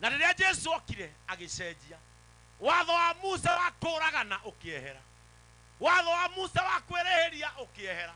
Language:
Kikuyu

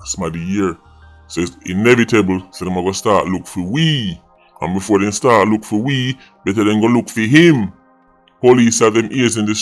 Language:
Jamaican Creole English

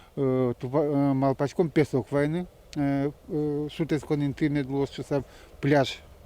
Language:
Udmurt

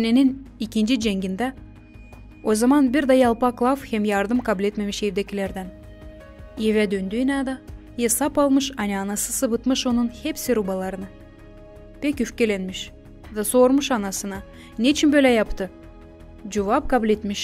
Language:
Gagauz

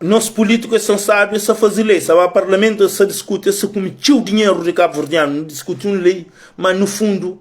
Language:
Kabuverdianu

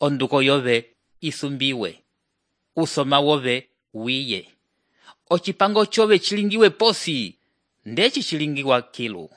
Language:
Umbundu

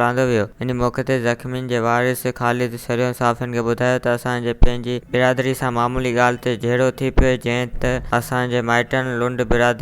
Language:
Sindhi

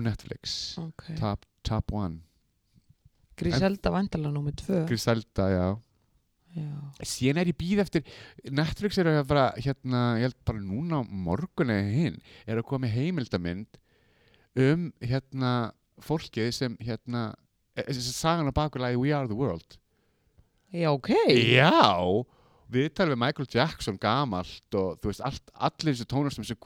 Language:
Icelandic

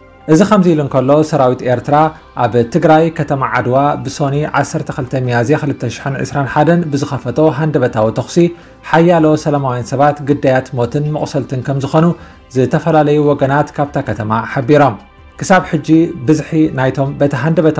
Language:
Tigrinya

